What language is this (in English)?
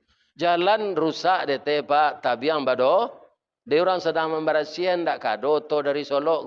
Minangkabau